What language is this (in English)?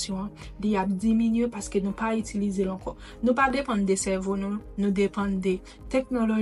Haitian Creole